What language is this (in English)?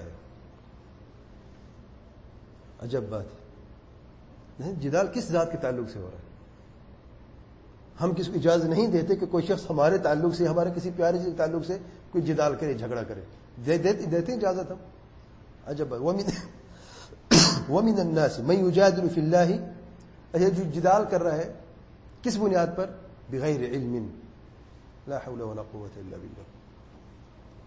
Urdu